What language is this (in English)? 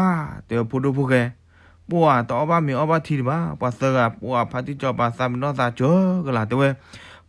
S'gaw Karen